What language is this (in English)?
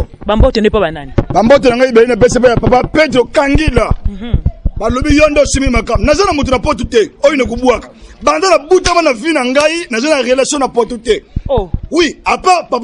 Lingala